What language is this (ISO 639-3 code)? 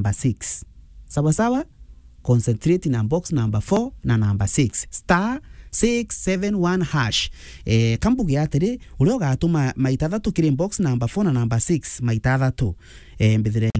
mer